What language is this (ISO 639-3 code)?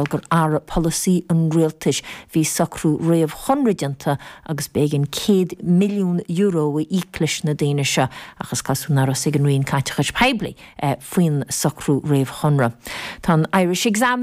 gle